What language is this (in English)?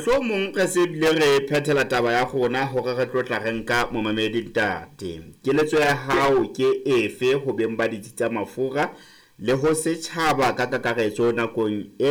Southern Sotho